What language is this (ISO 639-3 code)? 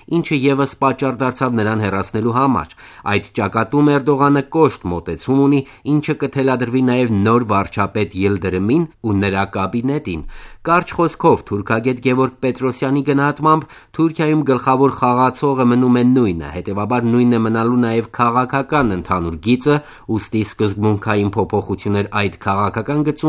hye